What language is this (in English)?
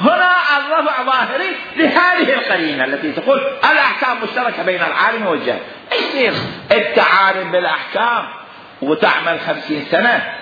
Mesopotamian Arabic